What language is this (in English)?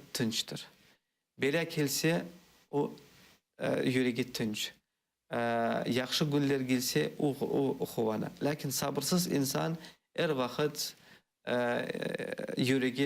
Crimean Tatar